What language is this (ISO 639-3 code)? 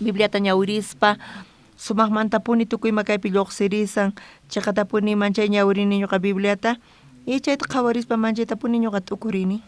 quh